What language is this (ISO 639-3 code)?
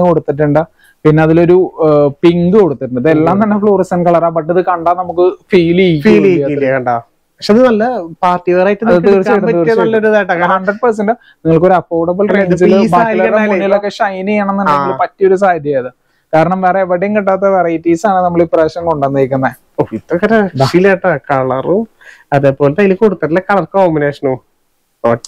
mal